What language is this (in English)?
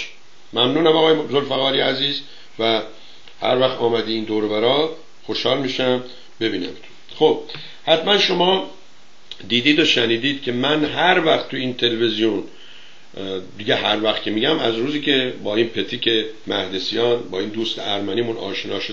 Persian